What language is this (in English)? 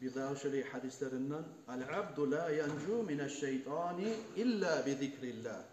Kumyk